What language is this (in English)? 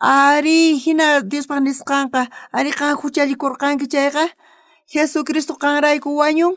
South Bolivian Quechua